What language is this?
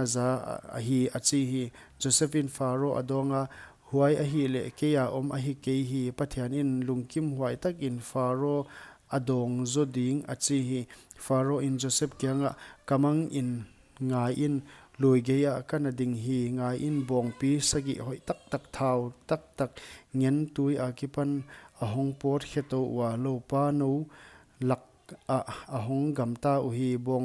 Paite Chin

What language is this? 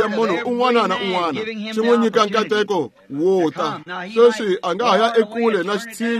Tsonga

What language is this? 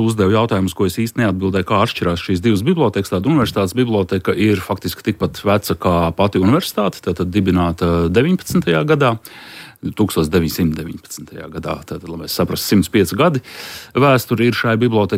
Latvian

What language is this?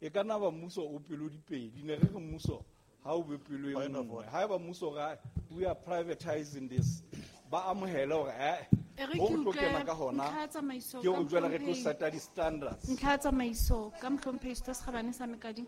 Southern Sotho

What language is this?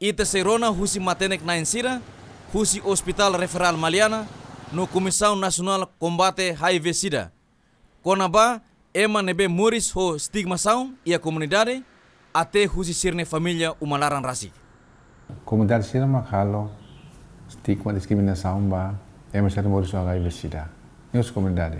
Tetum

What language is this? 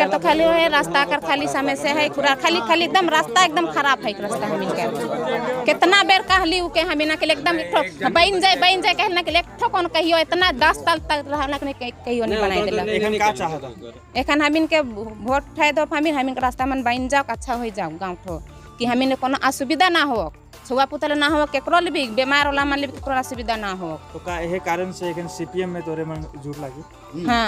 Sadri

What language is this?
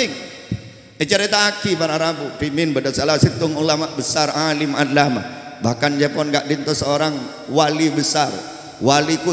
Madurese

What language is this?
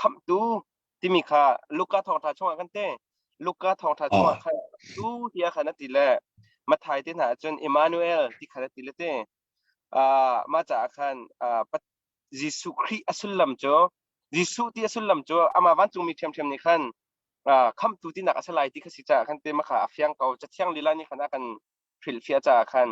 Hakha Chin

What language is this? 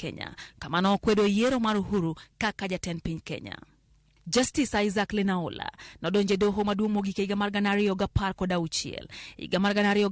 Luo (Kenya and Tanzania)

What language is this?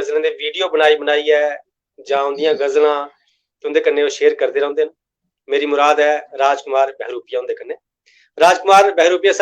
Dogri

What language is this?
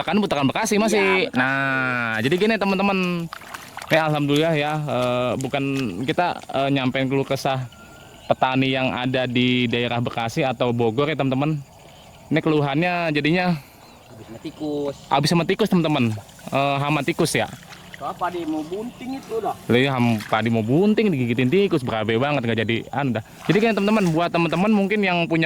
Betawi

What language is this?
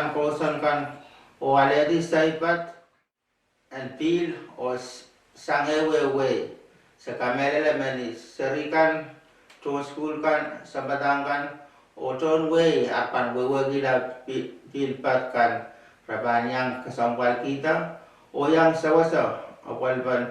Pohnpeian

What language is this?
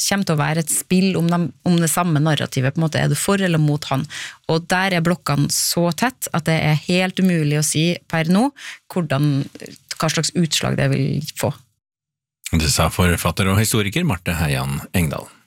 Norwegian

